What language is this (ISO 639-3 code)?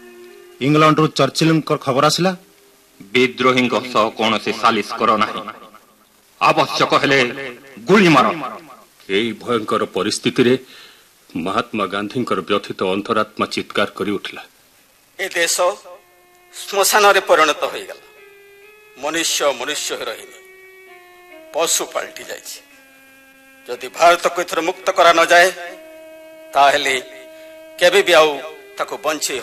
ori